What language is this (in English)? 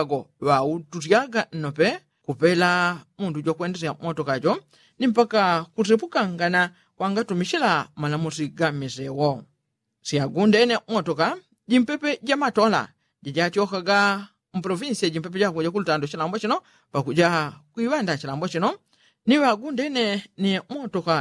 Yao